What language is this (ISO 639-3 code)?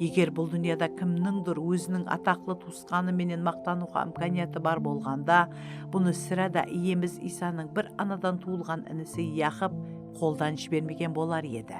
kaa